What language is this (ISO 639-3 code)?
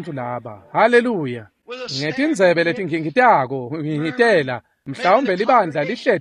ssw